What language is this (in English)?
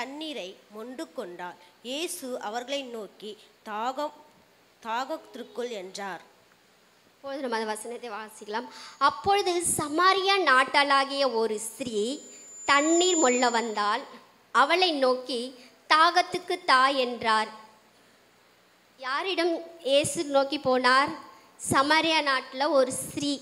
Tamil